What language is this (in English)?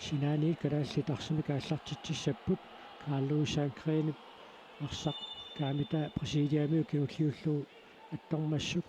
Kalaallisut